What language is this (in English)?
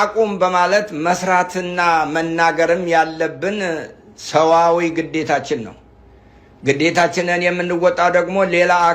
Amharic